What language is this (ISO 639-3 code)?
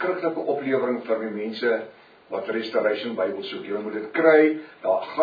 afr